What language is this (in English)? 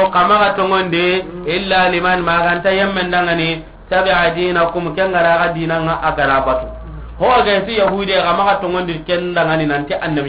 Soninke